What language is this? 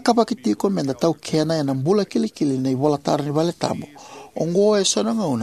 Fijian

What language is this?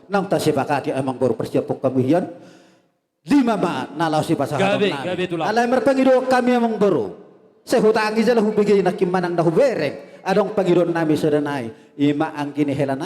Batak Toba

